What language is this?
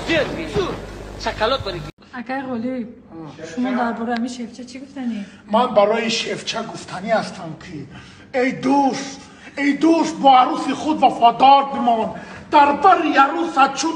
Tajik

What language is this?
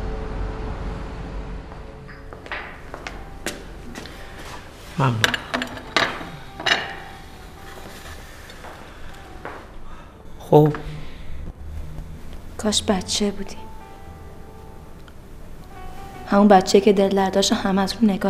Persian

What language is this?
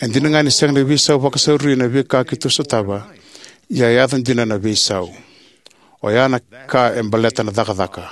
Fijian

